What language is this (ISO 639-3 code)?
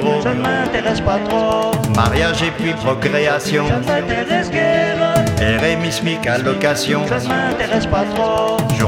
fra